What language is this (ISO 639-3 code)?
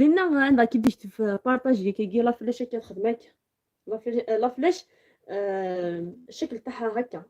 arq